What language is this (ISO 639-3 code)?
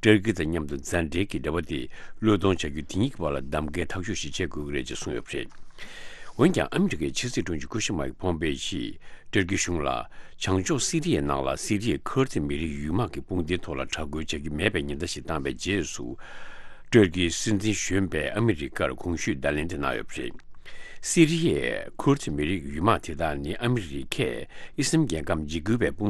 bod